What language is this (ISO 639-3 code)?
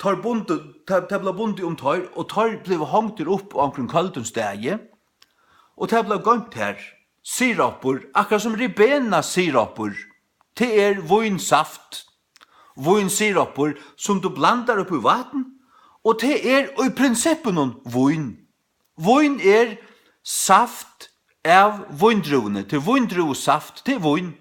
fao